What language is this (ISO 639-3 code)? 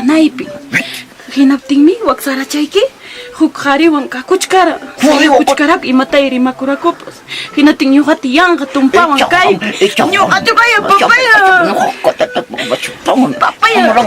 que